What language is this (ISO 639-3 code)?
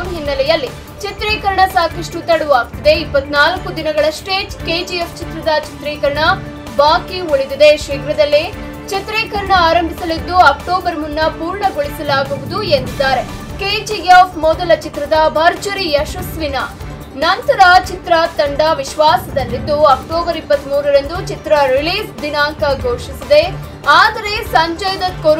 kan